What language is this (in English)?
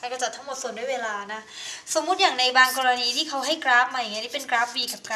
Thai